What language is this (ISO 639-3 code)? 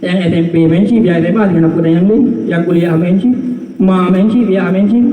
ace